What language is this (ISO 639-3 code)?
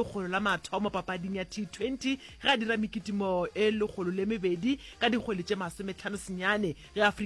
nso